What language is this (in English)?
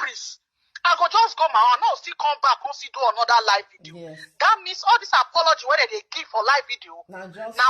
Nigerian Pidgin